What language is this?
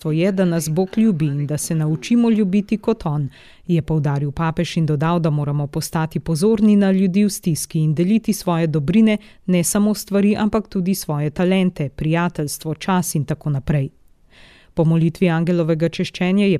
Slovenian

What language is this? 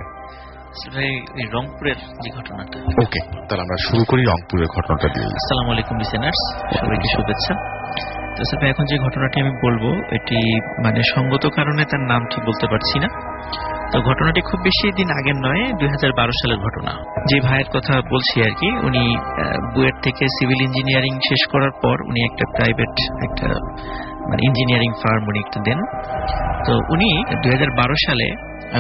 Bangla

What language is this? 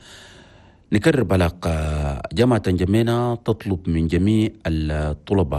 Chadian Arabic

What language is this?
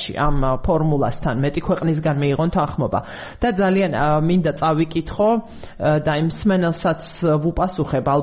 Georgian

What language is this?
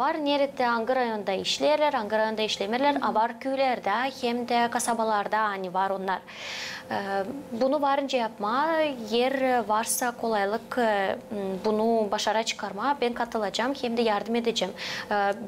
Gagauz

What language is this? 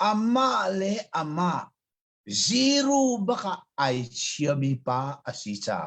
Hakha Chin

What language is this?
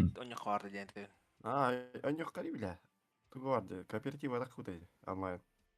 Yakut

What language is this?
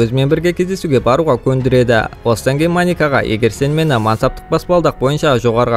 Kazakh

